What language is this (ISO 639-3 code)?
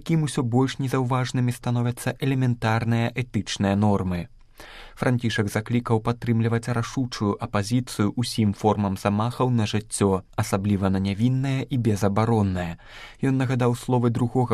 bel